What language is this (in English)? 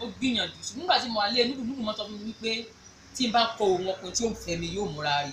Yoruba